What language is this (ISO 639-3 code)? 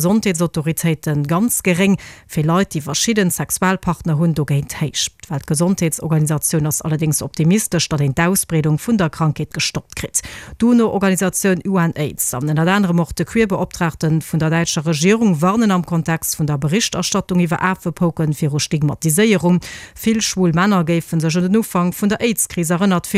ltz